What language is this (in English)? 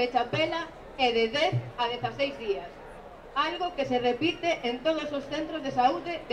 Galician